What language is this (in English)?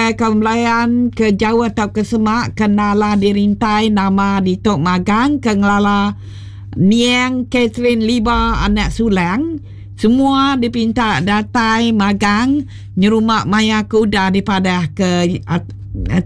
Iban